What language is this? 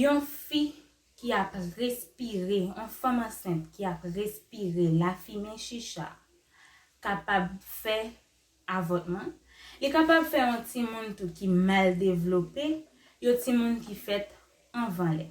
Haitian Creole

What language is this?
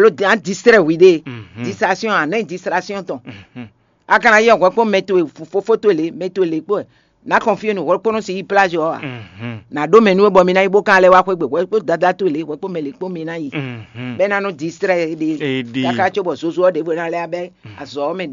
Fon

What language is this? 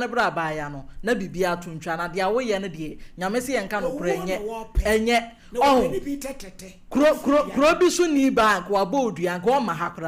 Akan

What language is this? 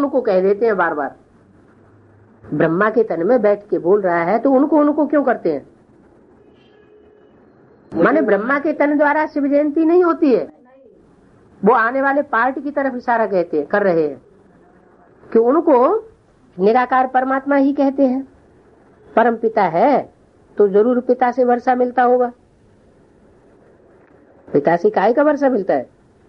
Hindi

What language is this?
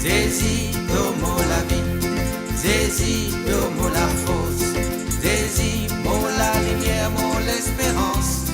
Morisyen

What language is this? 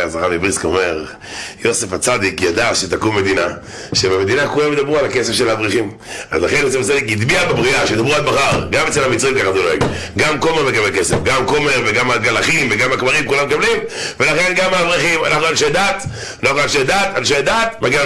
Hebrew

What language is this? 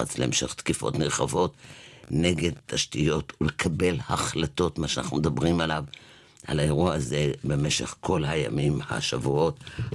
Hebrew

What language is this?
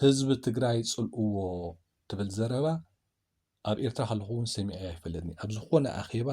Tigrinya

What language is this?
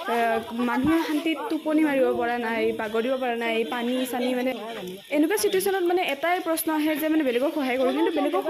Assamese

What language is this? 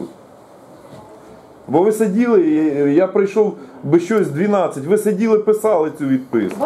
Ukrainian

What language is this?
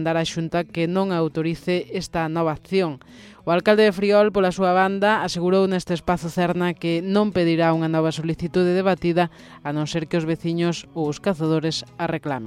Galician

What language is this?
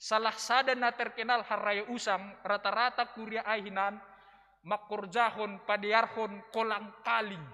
Batak Simalungun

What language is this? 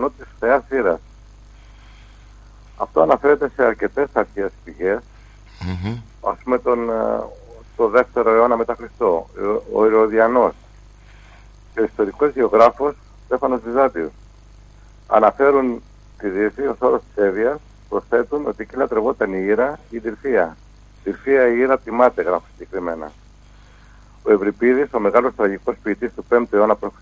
Greek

